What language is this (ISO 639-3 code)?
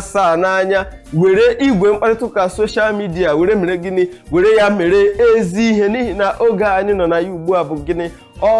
ibo